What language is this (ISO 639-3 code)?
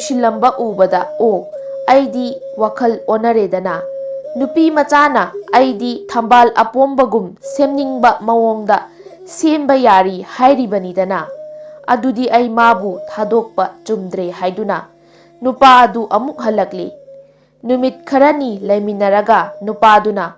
mni